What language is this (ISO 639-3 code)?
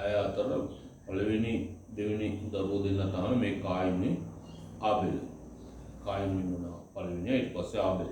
sin